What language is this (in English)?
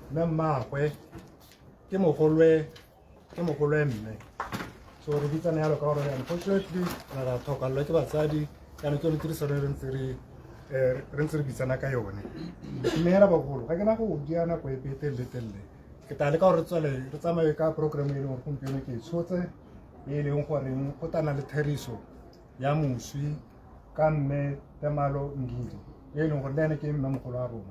Tswana